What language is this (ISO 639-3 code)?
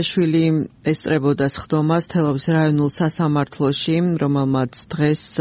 kat